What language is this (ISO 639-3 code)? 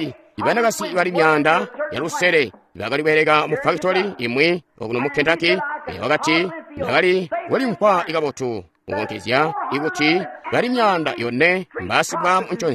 toi